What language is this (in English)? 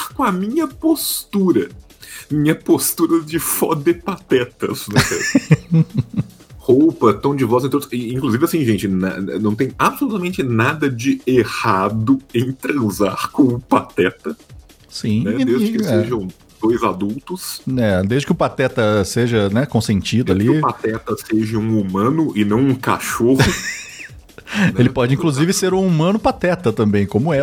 Portuguese